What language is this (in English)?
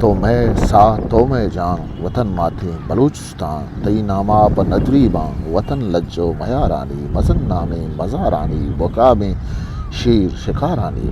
Eastern Balochi